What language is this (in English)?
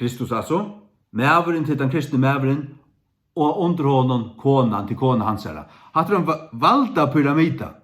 Faroese